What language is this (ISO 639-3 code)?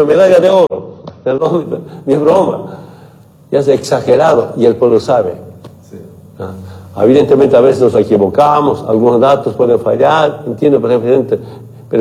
spa